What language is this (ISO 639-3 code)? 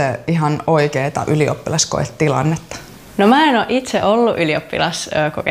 fin